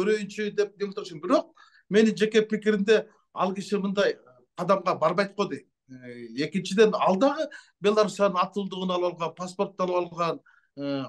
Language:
Kyrgyz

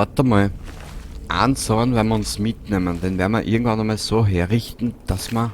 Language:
Bavarian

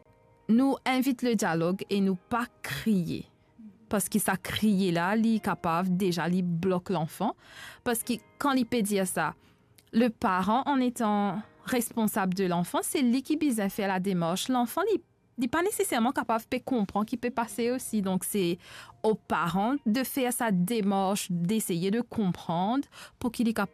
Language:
Morisyen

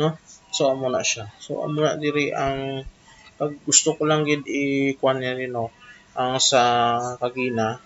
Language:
Hiligaynon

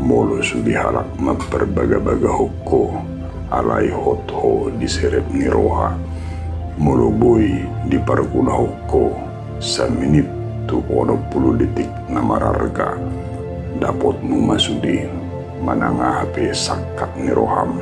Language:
Batak Toba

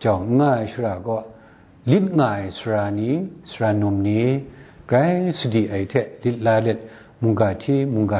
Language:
Kachin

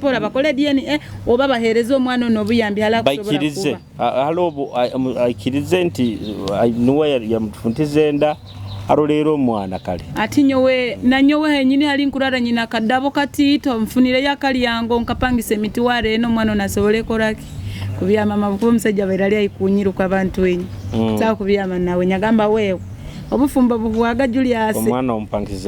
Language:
Nyoro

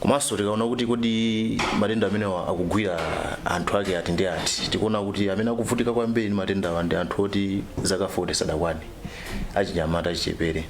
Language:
Nyanja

